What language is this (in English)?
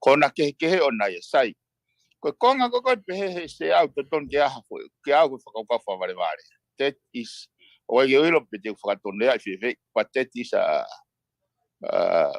Tongan